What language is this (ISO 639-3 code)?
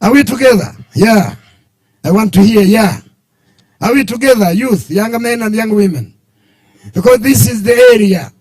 nyn